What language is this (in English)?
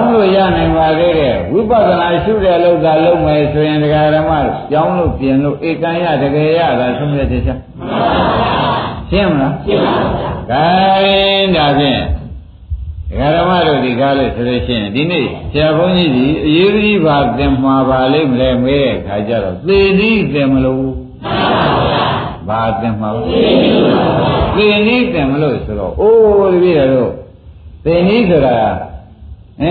Burmese